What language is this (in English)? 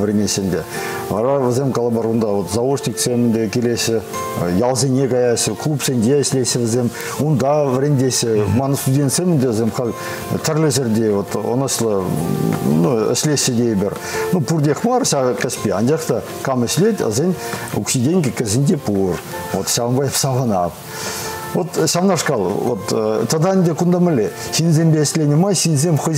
Chuvash